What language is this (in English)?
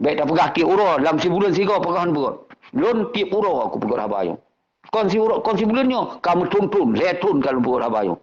Achinese